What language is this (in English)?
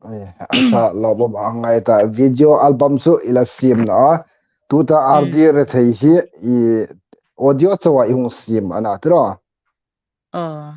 Hmar